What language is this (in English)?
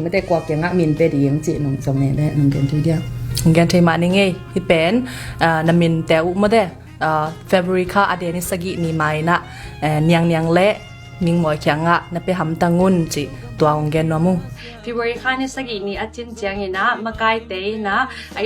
Tedim Chin